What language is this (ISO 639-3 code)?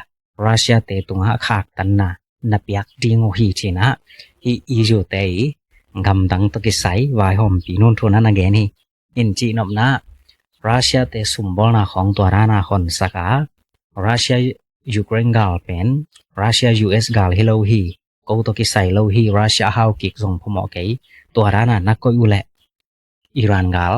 ctd